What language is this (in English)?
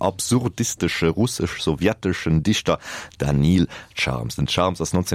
Luxembourgish